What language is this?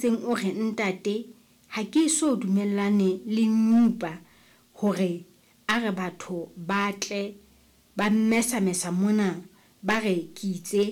Southern Sotho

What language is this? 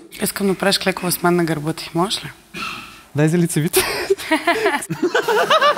Bulgarian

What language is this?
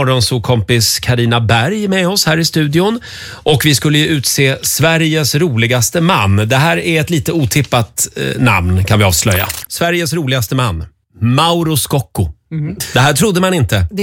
Swedish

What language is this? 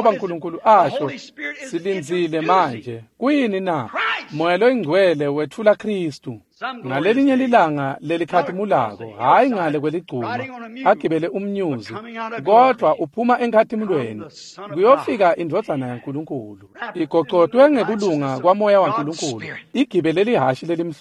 Swati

